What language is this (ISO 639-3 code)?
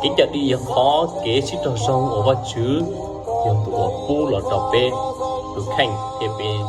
hmn